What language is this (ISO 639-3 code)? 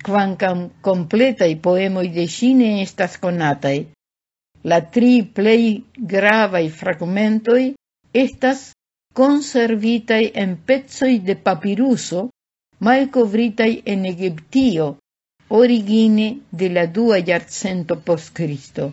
epo